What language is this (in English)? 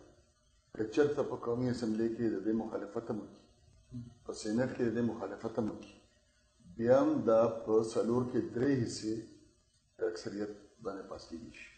Pashto